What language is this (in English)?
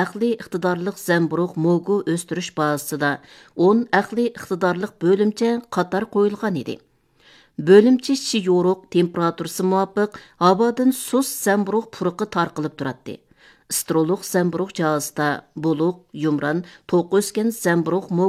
Uyghur